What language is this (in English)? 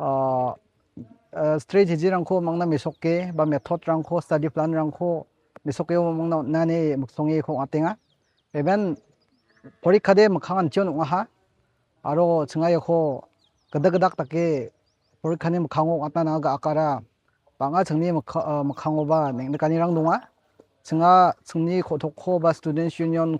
Garo